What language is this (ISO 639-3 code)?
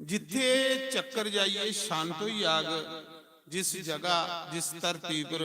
doi